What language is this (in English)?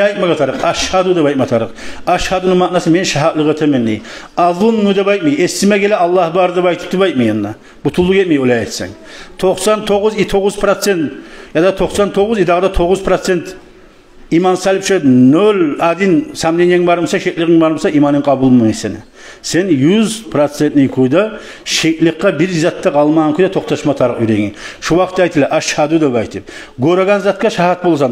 Kumyk